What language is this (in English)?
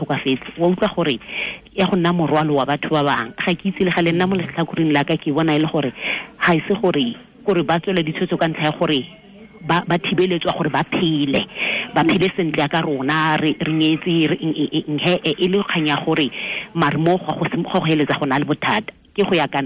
Tswana